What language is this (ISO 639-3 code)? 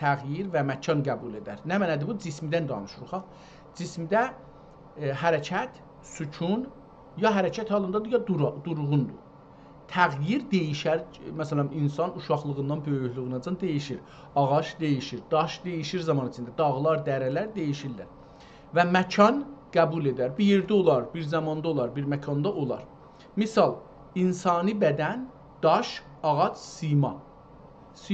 azb